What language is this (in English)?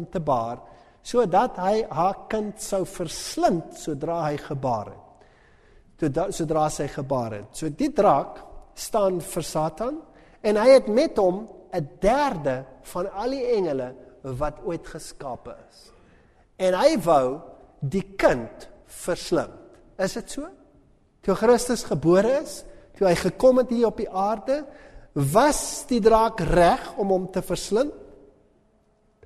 Afrikaans